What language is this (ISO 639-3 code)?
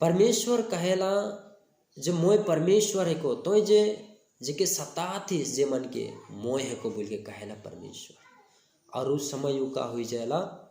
sck